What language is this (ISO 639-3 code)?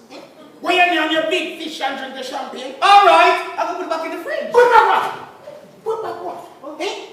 jam